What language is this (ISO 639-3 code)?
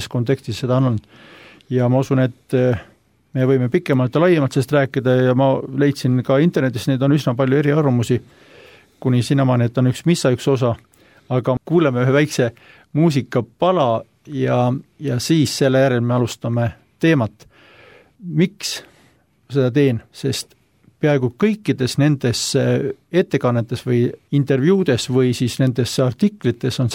est